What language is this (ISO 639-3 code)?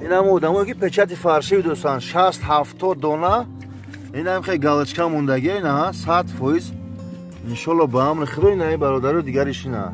tgk